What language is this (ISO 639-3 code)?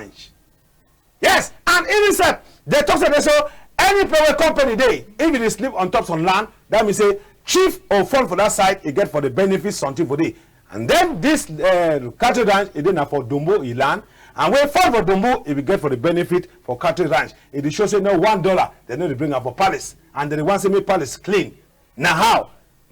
wes